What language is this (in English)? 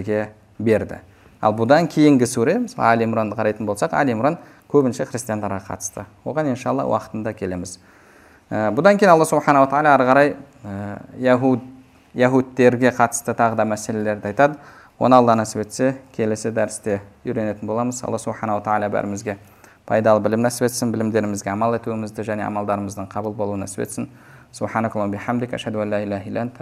Kazakh